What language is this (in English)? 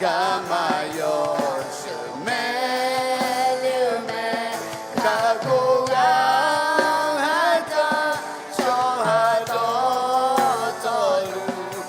Akha